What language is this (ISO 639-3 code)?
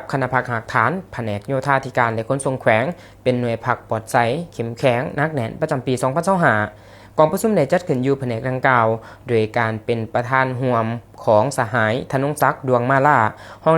lao